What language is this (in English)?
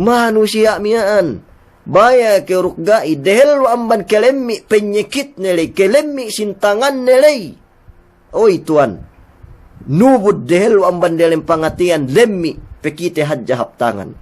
Yakan